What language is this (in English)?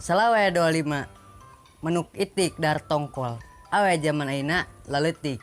Sundanese